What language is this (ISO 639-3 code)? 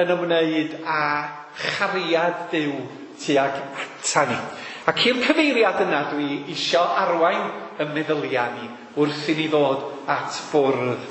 cym